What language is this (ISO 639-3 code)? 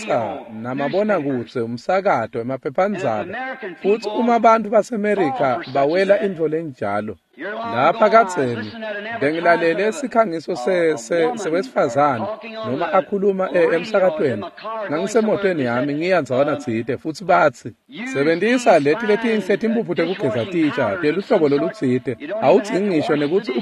ssw